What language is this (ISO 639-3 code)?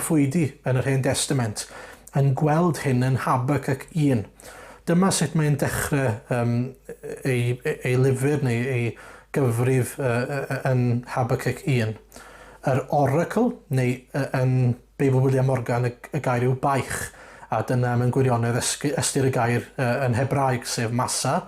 cym